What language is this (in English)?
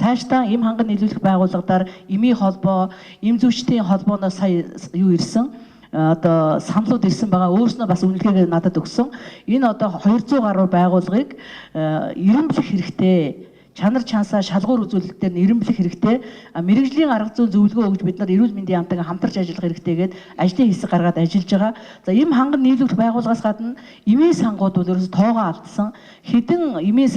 Mongolian